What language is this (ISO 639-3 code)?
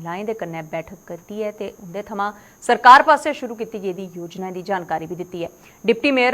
doi